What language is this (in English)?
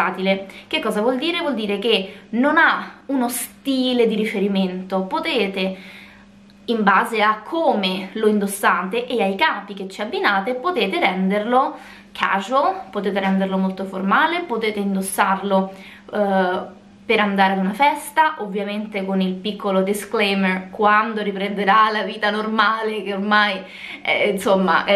Italian